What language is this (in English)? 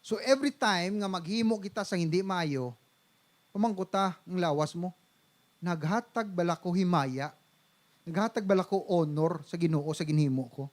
Hiligaynon